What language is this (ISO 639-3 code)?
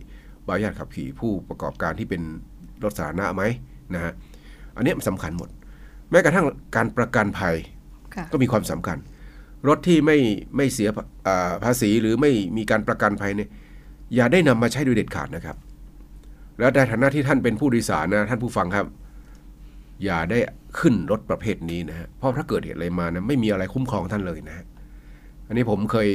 tha